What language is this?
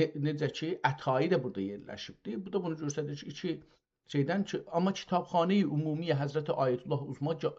South Azerbaijani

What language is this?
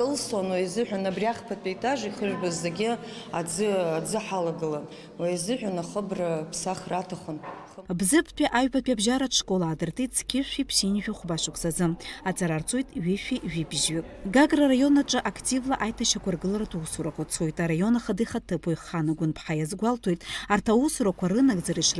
Abkhazian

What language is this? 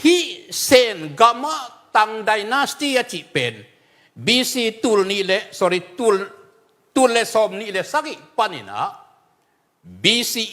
Tedim Chin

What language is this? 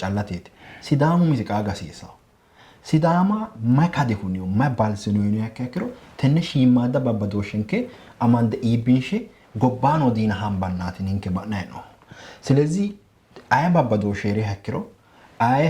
Sidamo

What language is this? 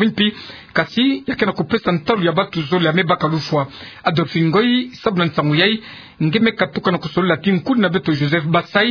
Kituba (Democratic Republic of Congo)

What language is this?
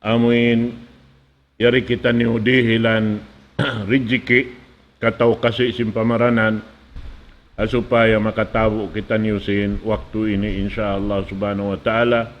Tausug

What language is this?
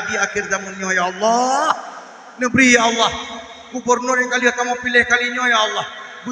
Achinese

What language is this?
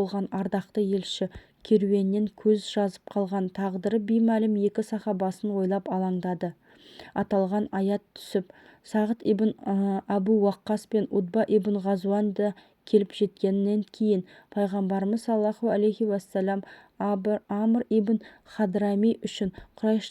Kazakh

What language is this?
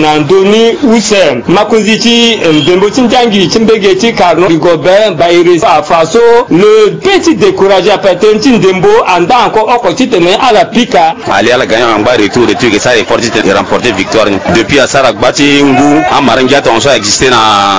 Sango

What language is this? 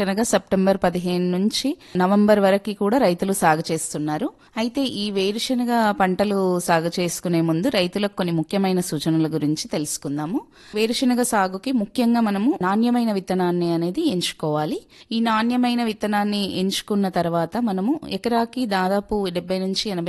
Telugu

